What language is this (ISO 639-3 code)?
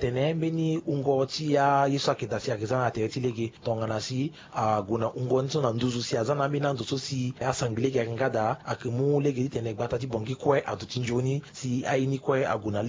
sag